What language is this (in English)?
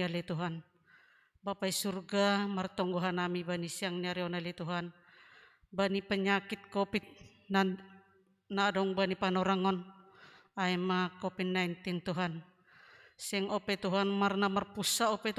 Batak Simalungun